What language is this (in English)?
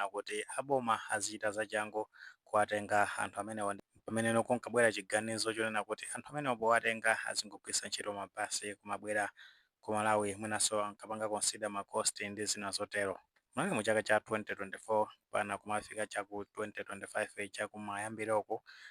Nyanja